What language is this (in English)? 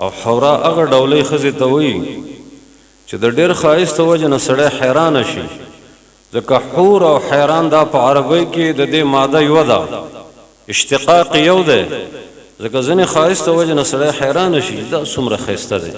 Pashto